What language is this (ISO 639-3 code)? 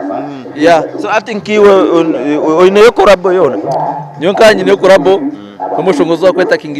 nyn